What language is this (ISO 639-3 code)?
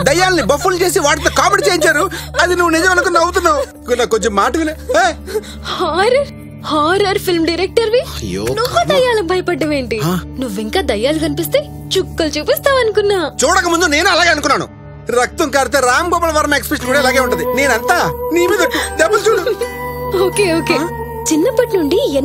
tel